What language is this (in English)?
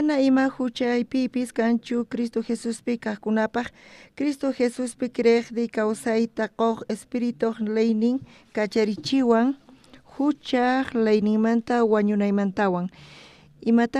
South Bolivian Quechua